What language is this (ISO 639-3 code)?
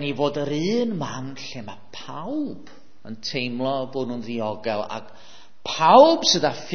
cym